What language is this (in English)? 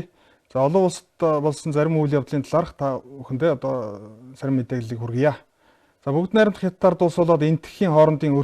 Mongolian